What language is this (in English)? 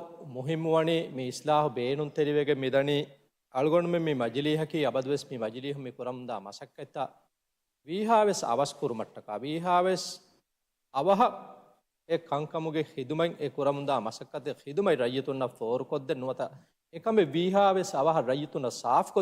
Divehi